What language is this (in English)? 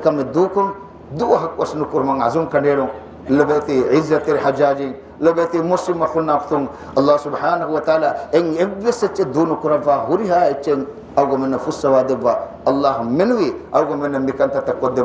Divehi